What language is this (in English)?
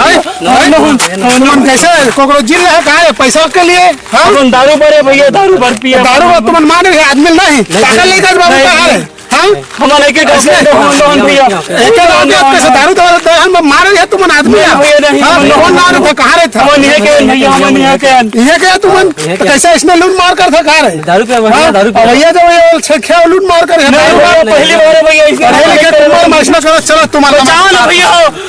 Chhattisgarhi